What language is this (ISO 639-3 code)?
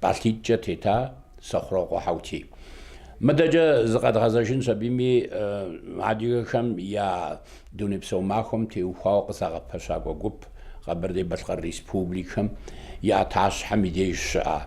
kbd